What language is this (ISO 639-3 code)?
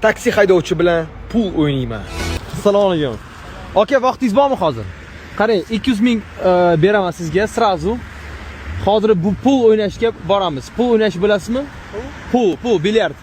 uzb